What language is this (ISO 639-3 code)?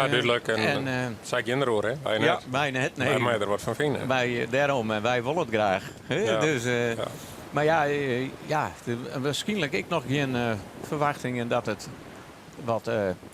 fry